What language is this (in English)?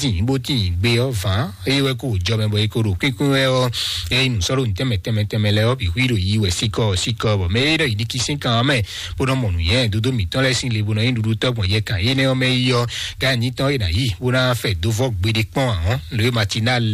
Fon